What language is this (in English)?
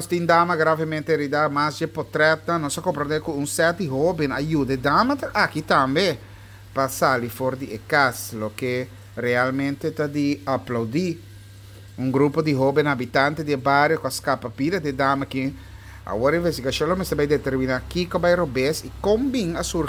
Papiamento